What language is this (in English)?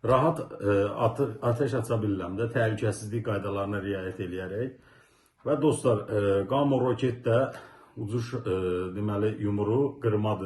Azerbaijani